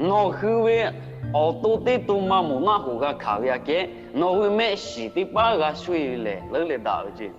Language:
Lahu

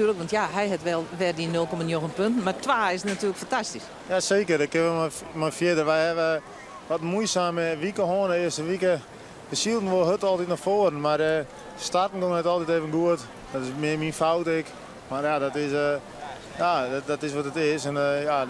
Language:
Western Frisian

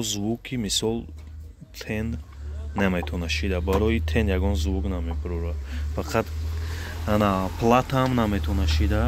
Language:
Tajik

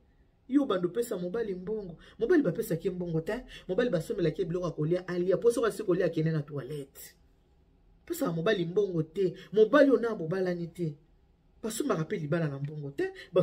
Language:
Lingala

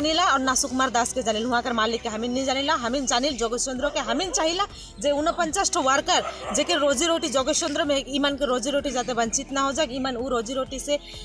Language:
Sadri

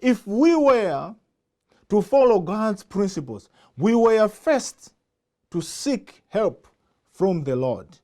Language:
English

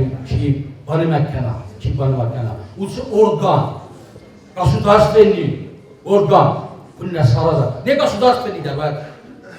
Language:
Ossetic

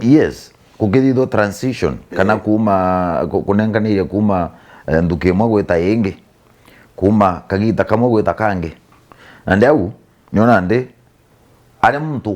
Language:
Meru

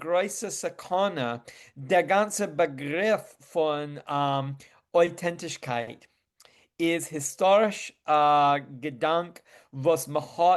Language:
Yiddish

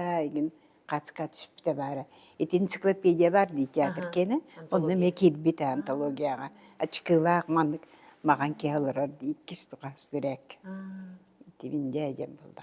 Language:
Yakut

